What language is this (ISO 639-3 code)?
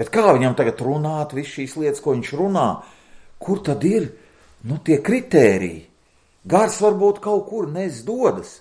lav